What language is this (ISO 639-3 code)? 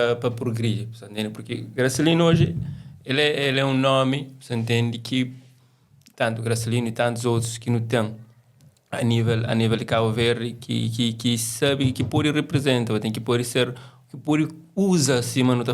kea